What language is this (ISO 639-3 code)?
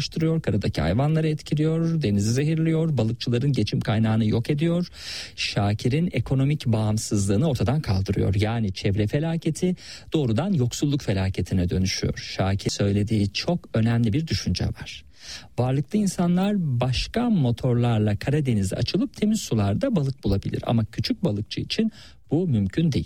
tur